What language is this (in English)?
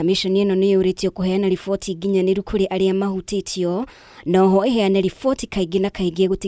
Kikuyu